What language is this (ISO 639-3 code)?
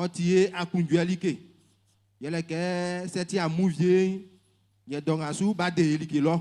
bci